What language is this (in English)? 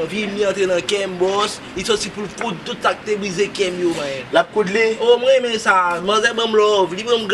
Haitian Creole